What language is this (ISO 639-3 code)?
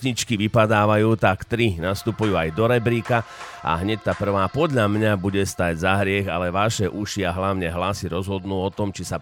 slk